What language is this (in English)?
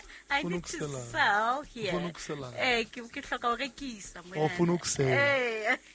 Southern Sotho